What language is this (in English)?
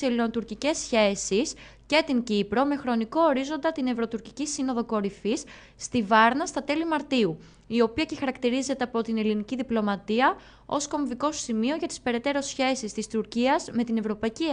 Greek